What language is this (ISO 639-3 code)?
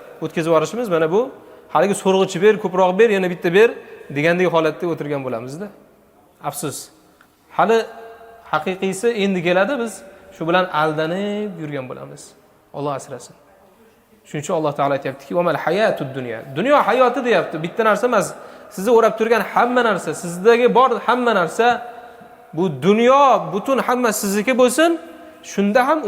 uzb